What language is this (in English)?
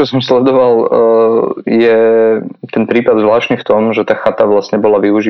Slovak